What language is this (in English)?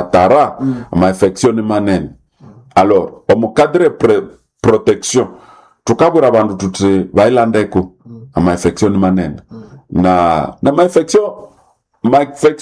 Nande